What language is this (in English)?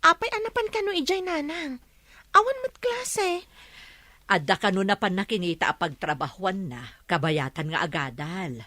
Iloko